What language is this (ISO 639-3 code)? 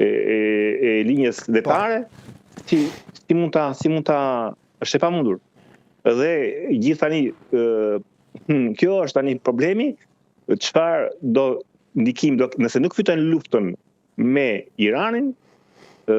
sqi